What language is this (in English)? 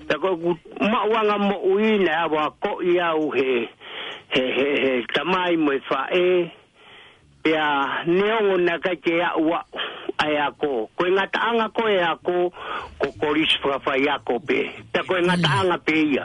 Tongan